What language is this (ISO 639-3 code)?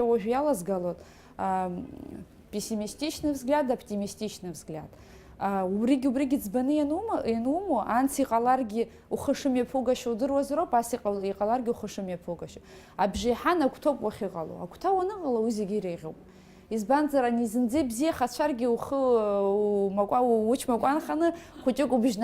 abk